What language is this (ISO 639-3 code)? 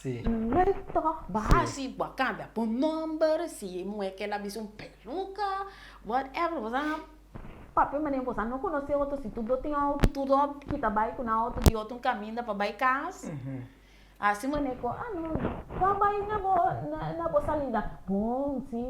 pap